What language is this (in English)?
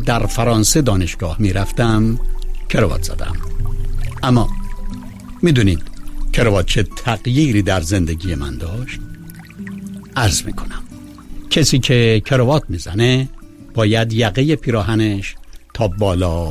Persian